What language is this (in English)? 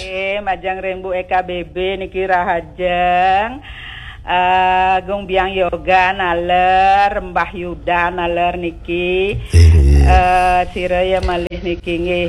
Balinese